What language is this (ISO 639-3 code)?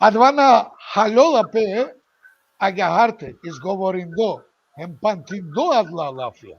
rmn